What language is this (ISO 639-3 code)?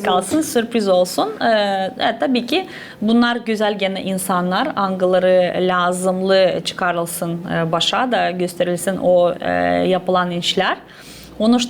gag